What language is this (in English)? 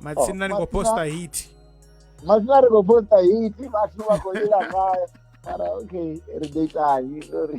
Venda